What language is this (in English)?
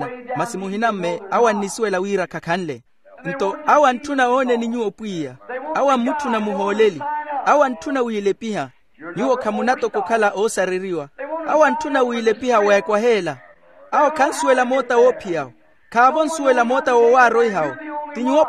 Makhuwa